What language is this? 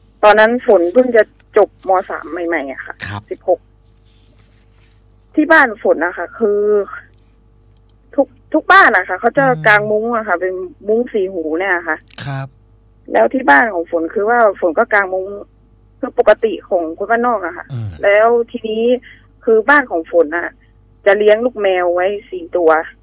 Thai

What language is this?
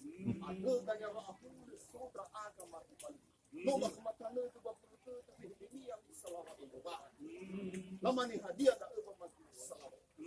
Nias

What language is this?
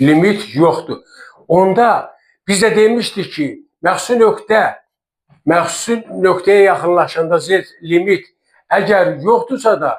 Azerbaijani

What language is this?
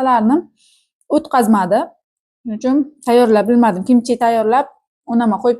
Uzbek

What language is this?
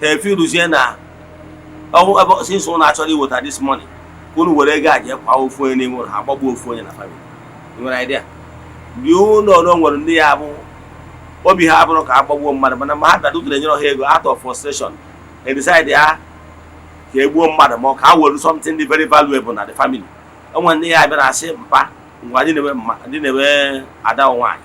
Igbo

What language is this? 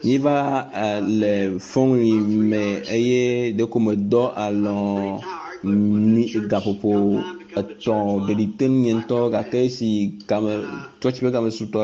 Ewe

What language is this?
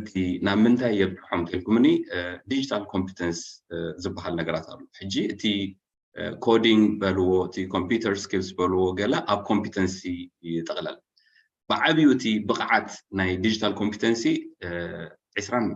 Tigrinya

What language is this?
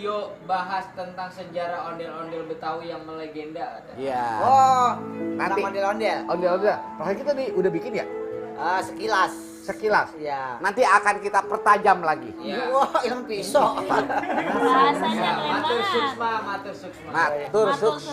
Betawi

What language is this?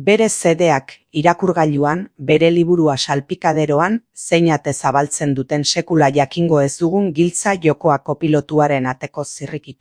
Basque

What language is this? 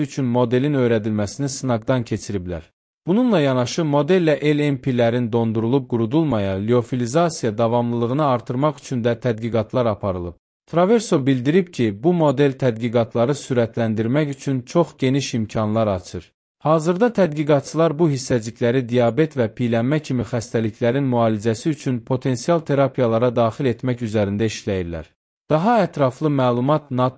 Azerbaijani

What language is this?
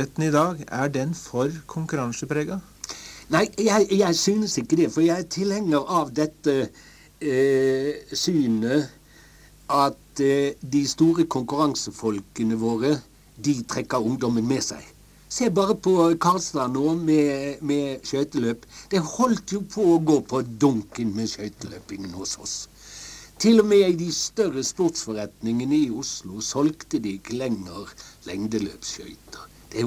Norwegian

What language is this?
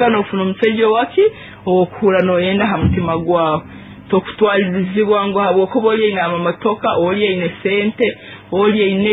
Nyoro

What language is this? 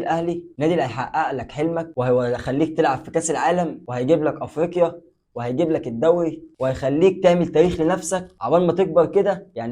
Egyptian Arabic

